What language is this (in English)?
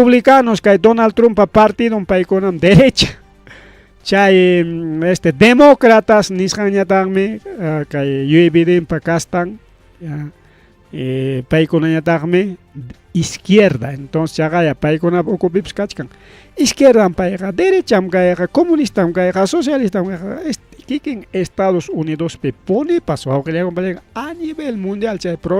Ayacucho Quechua